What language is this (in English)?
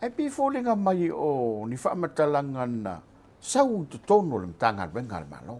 Samoan